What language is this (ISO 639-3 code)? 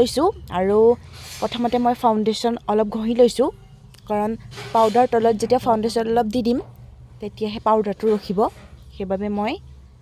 asm